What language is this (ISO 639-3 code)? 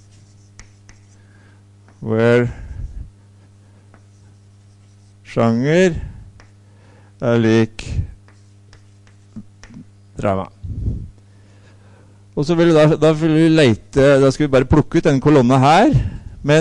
nor